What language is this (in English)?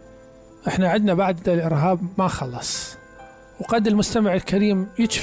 Mesopotamian Arabic